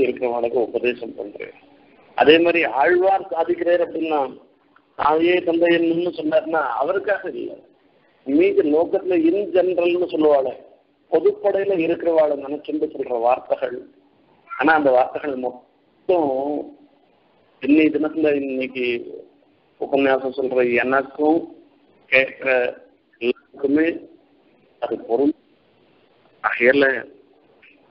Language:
Tamil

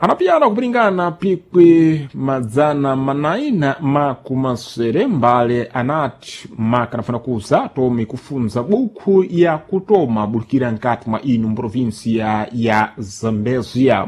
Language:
Sena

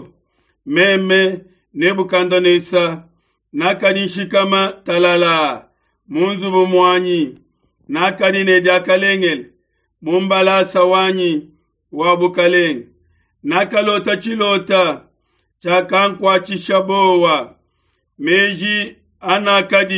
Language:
Luba-Lulua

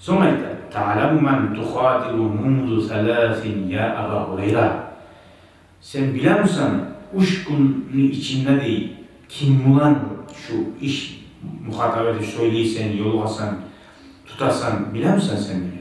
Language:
Kumyk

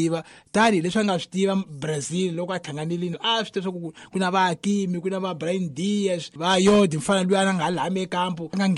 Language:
Tsonga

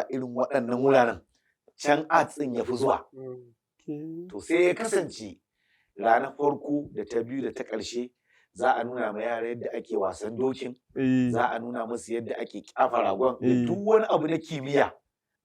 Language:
Hausa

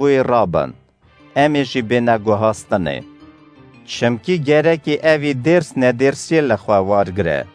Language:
Kurdish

